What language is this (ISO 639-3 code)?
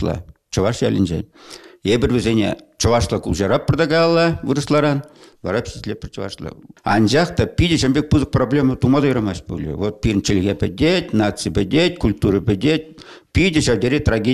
chv